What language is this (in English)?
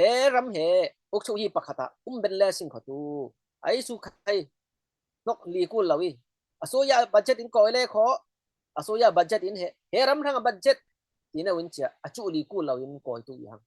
Falam Chin